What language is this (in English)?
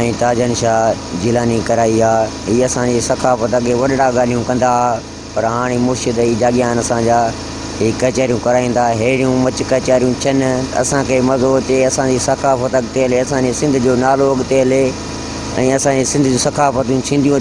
Sindhi